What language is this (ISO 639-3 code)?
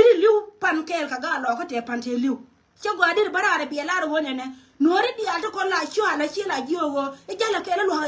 nus